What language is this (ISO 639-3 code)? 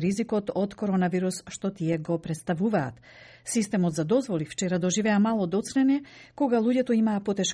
mkd